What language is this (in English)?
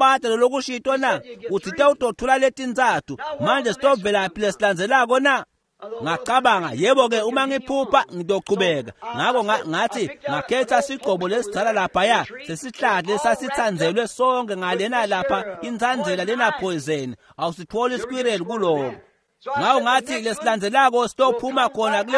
Swati